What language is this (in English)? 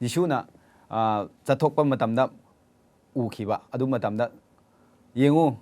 Manipuri